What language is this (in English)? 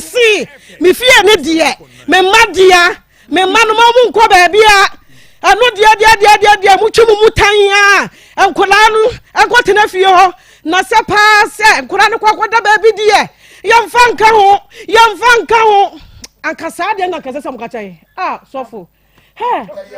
Akan